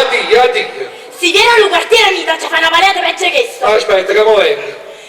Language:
Neapolitan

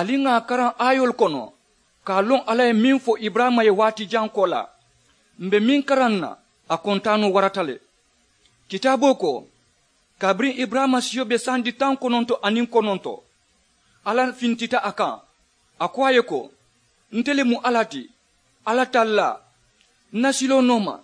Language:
Mandingo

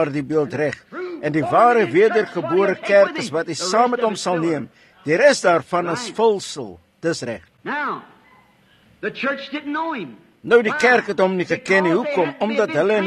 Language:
Afrikaans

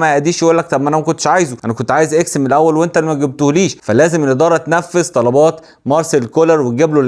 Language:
Egyptian Arabic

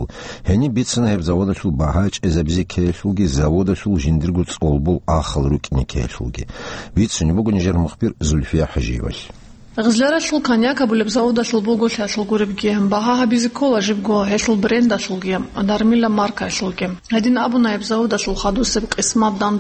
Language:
Avaric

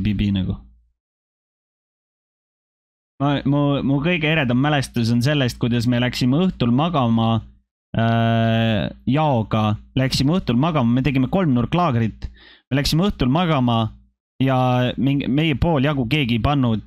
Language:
Estonian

